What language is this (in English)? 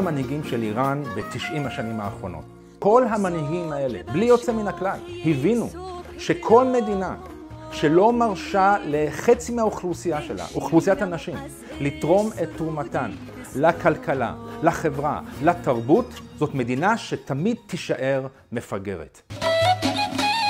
Hebrew